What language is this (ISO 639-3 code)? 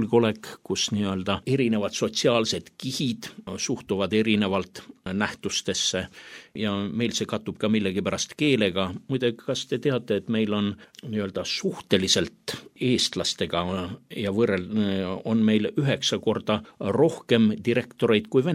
est